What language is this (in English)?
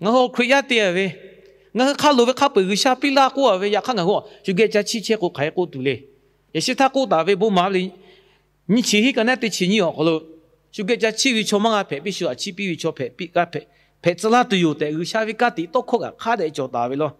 Lahu